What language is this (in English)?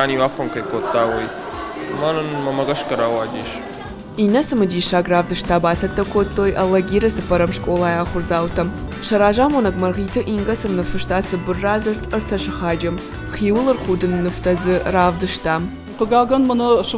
Ossetic